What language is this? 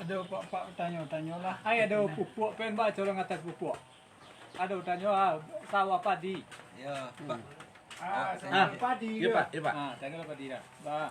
Minangkabau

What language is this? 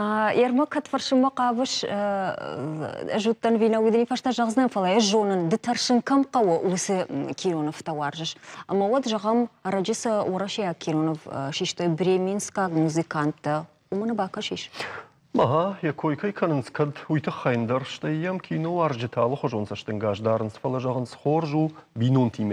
Ossetic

